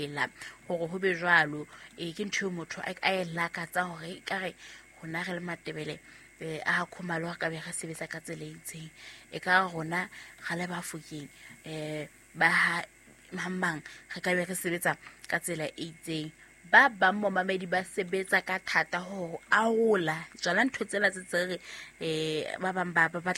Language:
Southern Sotho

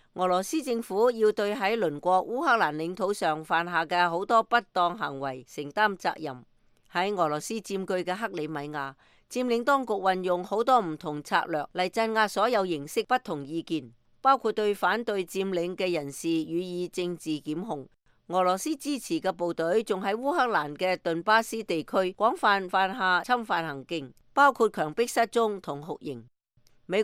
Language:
Cantonese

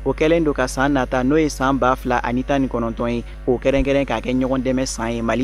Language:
Bambara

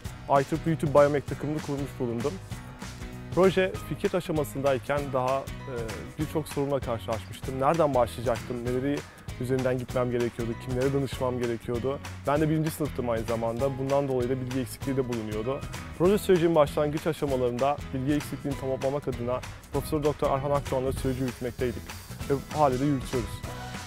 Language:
Turkish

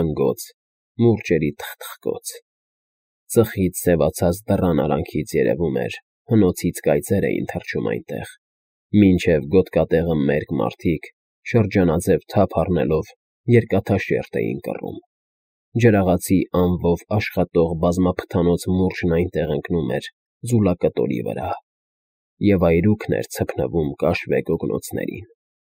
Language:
Armenian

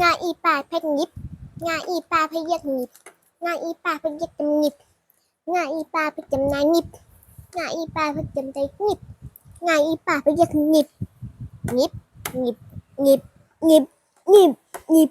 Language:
Shan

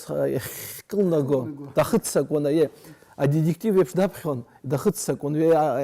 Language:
Abkhazian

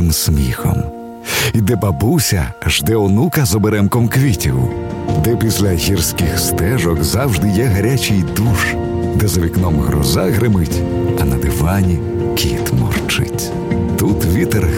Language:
Ukrainian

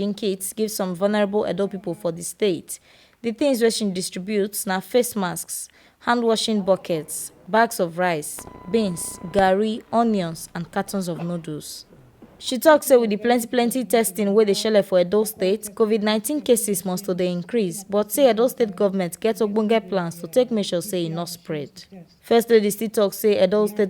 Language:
Nigerian Pidgin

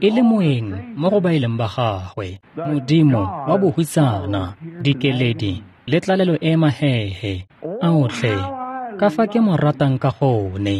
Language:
Tswana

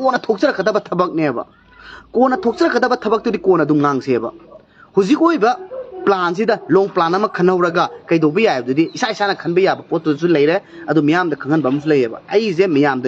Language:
Manipuri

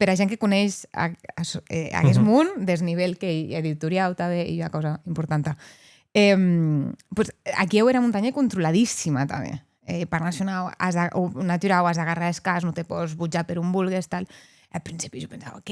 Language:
Occitan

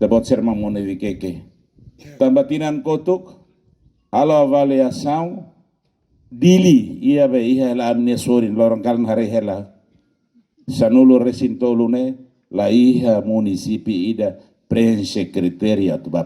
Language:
Tetum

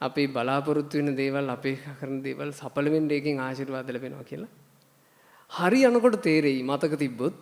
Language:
Sinhala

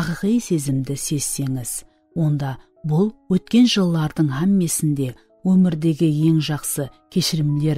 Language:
Kara-Kalpak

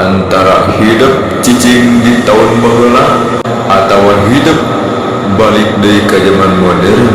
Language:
Sundanese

